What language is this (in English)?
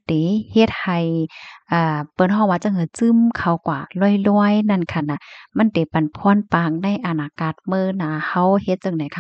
Shan